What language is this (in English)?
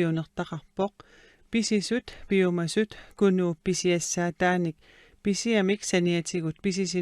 Kalaallisut